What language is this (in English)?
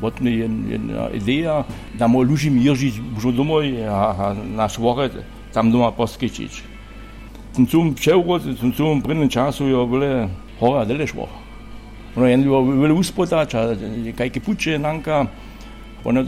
Upper Sorbian